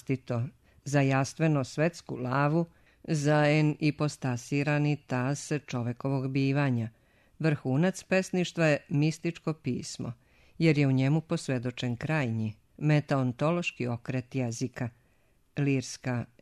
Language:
Serbian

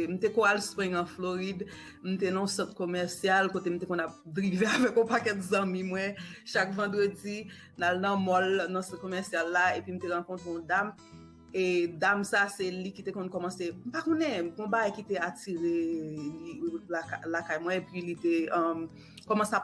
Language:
Haitian Creole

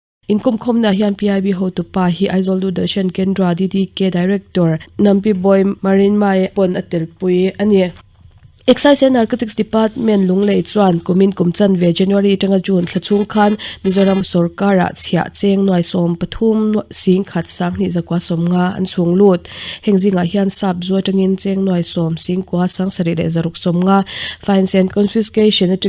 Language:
Mizo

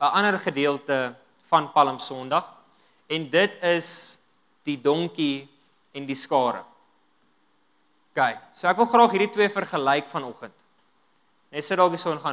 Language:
Afrikaans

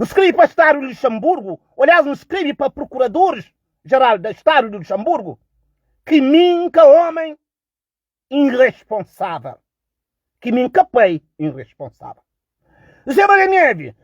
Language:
Kabuverdianu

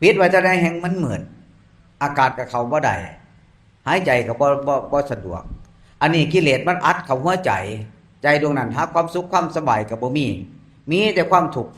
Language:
Northeastern Thai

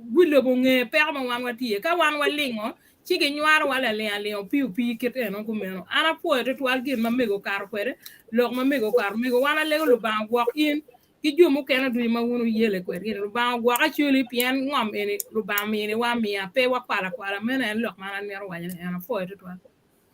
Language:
Acoli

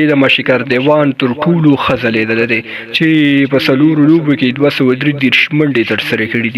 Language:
Pashto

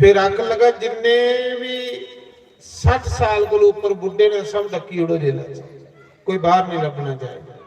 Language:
Dogri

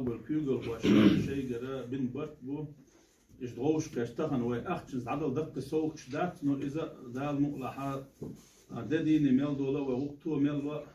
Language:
Chechen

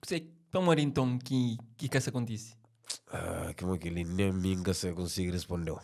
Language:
Kabuverdianu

